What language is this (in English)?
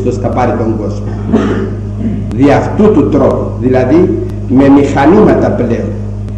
Greek